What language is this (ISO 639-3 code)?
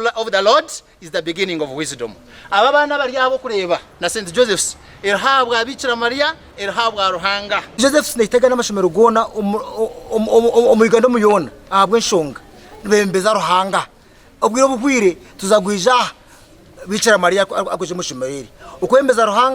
nyn